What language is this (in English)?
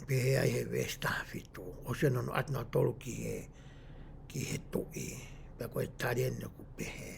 Tongan